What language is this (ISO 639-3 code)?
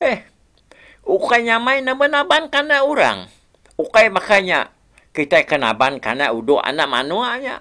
iba